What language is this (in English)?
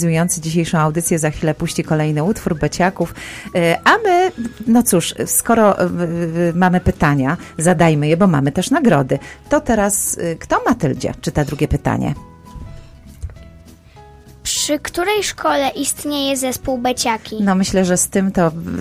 Polish